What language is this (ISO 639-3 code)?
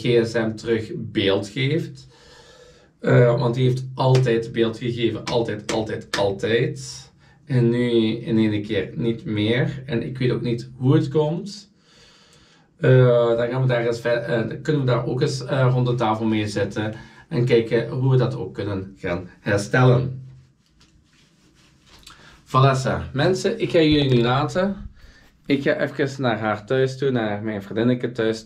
nld